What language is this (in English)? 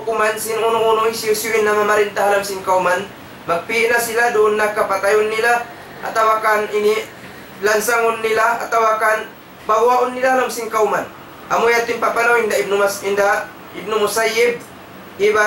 Tausug